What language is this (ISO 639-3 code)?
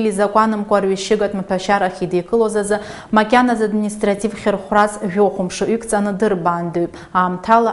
abk